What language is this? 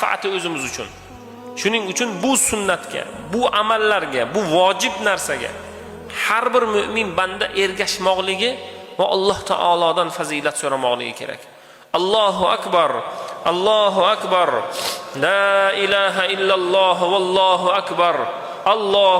Uzbek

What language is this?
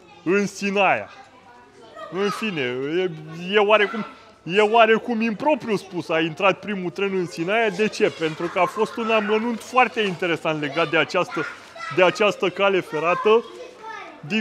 Romanian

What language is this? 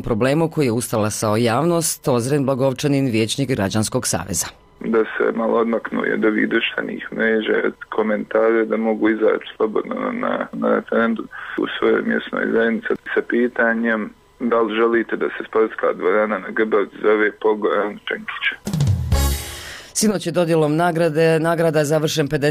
Bosnian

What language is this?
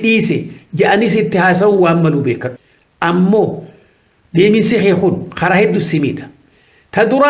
Oromo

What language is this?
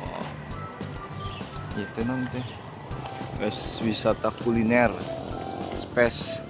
Sundanese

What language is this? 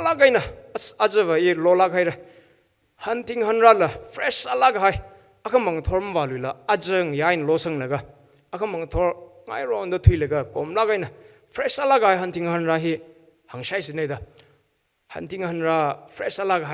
Tangkhul Naga (India)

